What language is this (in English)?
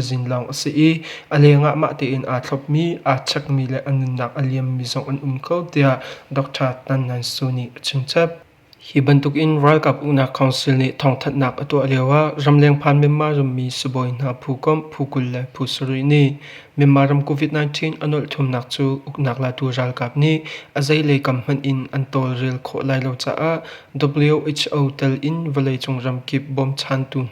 Hakha Chin